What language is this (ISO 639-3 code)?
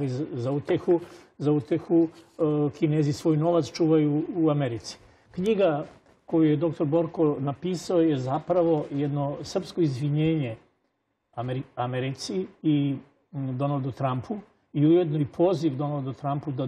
srp